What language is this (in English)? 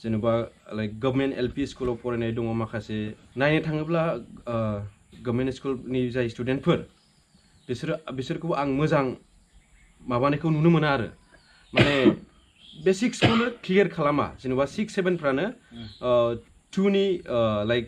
Bodo